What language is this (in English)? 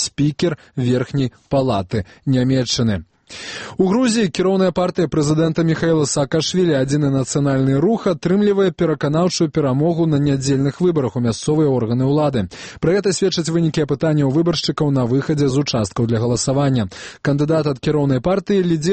Belarusian